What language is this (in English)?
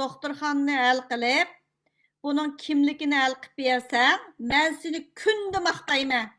Uyghur